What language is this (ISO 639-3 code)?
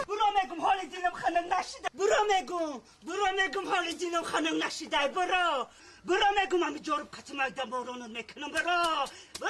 tgk